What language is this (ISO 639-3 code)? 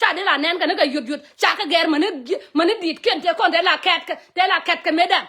nus